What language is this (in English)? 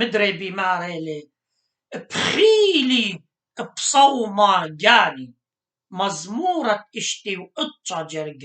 Assyrian Neo-Aramaic